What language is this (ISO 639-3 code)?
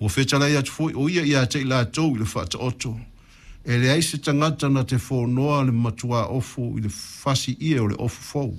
smo